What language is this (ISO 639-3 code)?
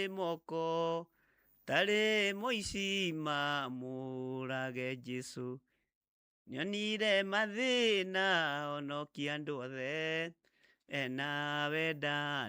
kik